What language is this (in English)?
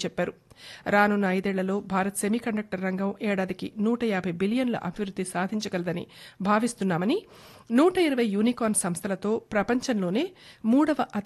Telugu